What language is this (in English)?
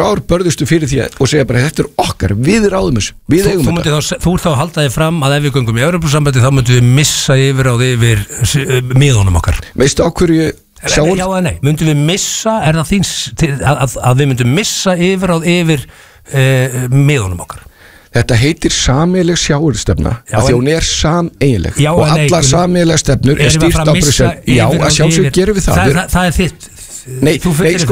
Icelandic